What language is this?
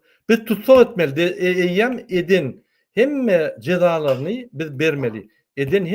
Turkmen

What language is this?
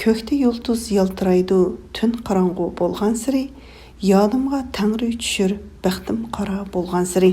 Uyghur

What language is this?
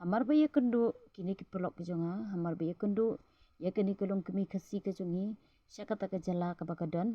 Khasi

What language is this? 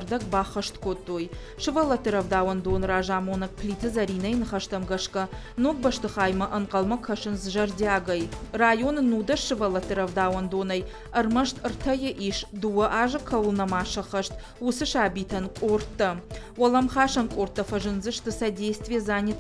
Ossetic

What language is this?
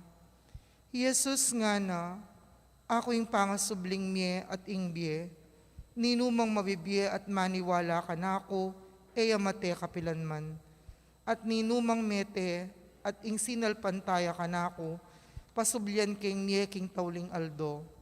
Pampanga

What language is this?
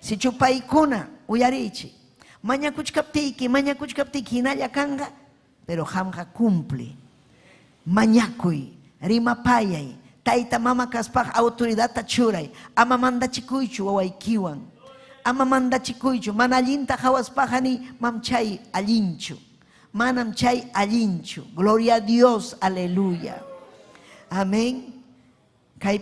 Ayacucho Quechua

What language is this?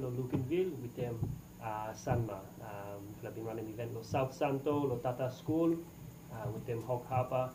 Bislama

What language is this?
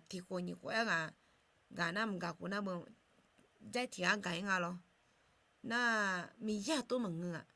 Akha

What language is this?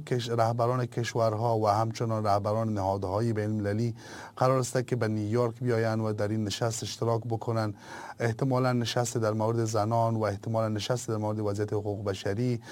Persian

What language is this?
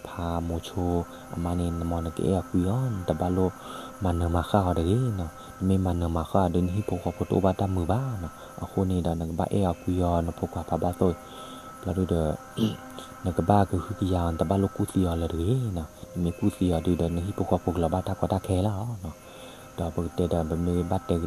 S'gaw Karen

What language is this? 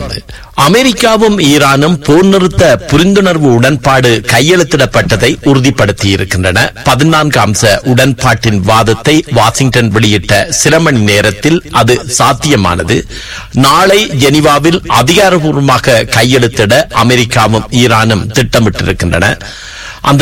Tamil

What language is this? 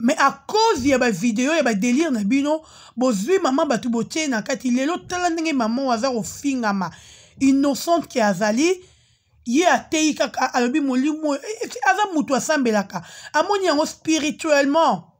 Lingala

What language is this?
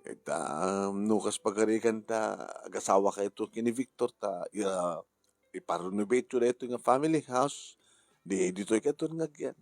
Iloko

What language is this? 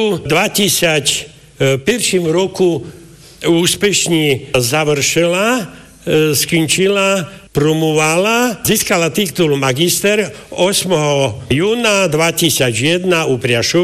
Slovak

